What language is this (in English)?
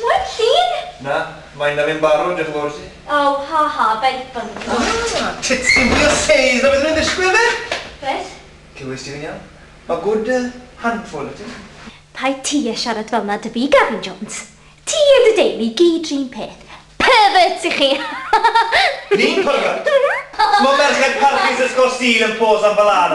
Welsh